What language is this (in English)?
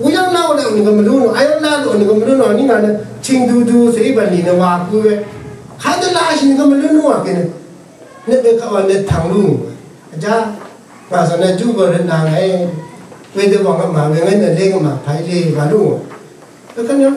Rawang